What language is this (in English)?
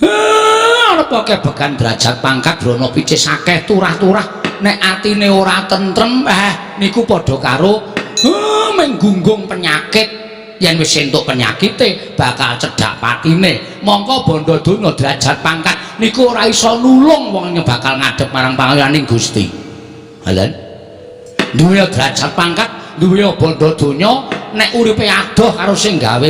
Javanese